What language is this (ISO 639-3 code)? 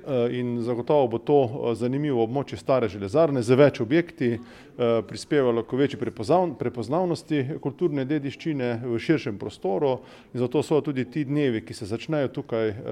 slv